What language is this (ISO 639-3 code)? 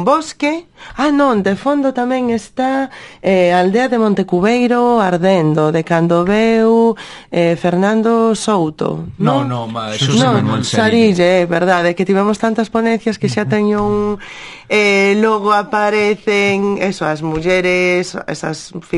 glg